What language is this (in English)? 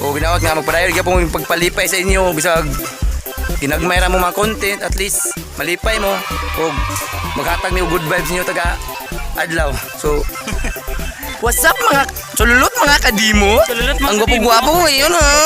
Cebuano